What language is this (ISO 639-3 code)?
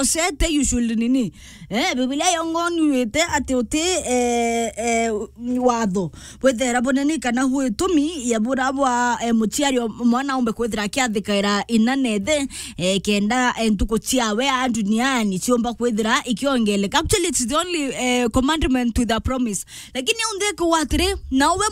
mer